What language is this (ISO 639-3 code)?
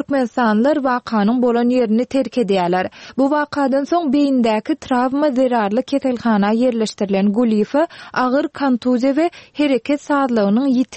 tuk